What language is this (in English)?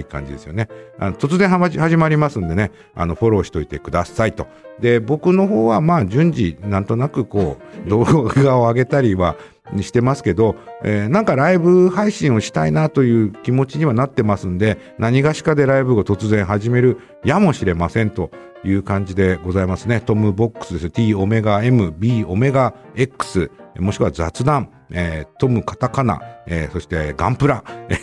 Japanese